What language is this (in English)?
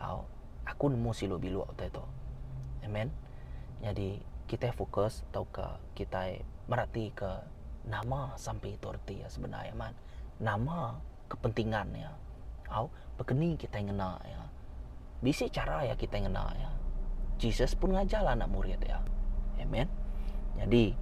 Iban